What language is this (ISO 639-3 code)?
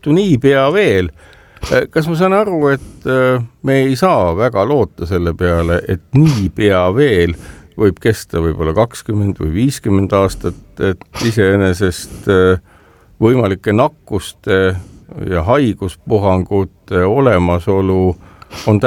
est